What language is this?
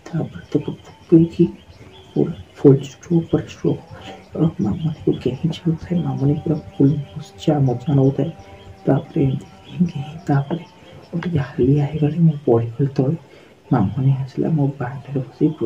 Odia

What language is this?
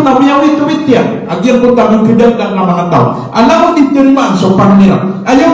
Maranao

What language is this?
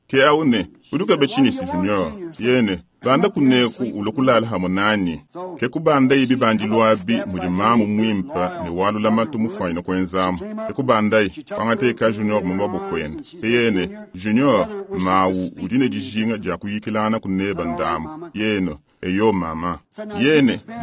Luba-Lulua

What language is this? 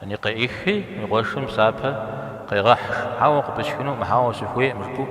Kabardian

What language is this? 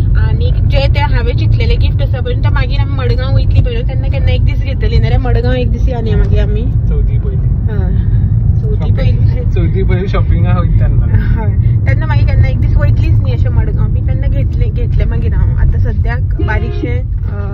Konkani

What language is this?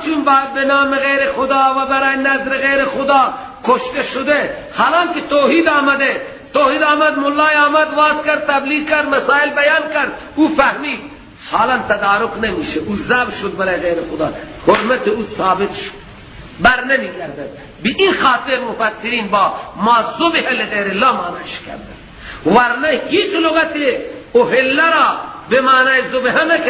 Persian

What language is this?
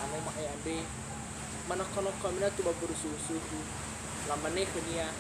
Nias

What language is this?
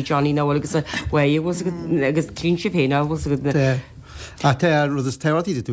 Irish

